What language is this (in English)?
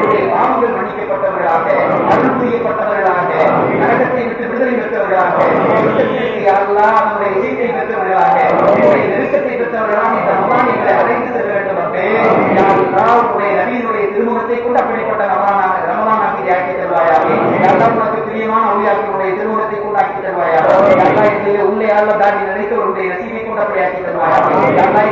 Tamil